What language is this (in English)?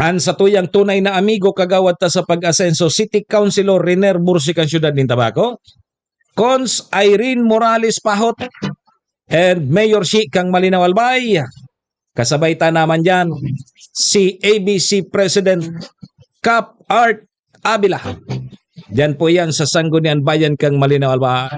Bikol